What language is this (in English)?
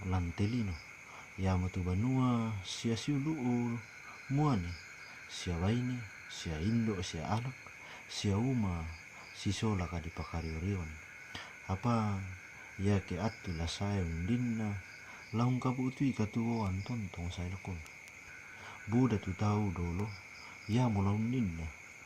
Toraja-Sa'dan